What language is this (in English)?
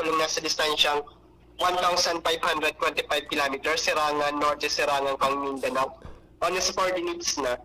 Bikol